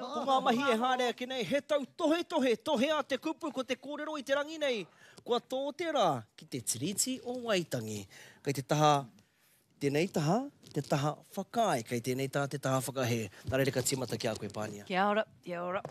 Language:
Māori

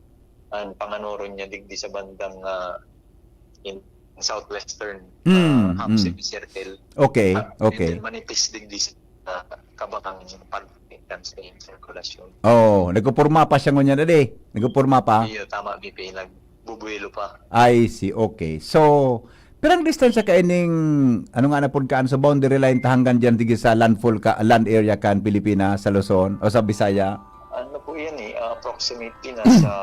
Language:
Bikol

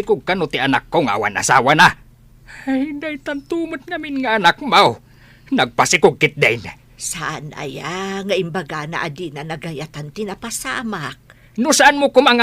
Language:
Iloko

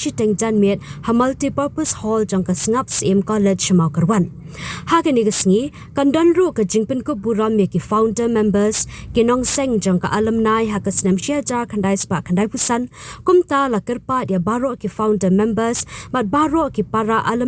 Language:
Khasi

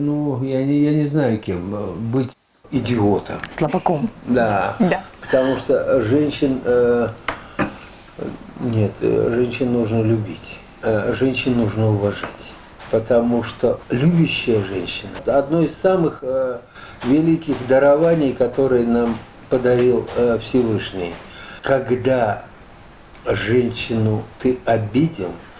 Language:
Russian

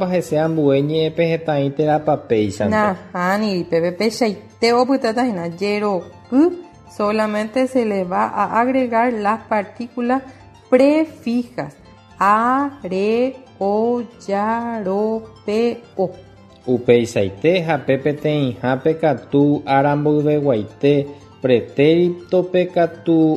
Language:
Guarani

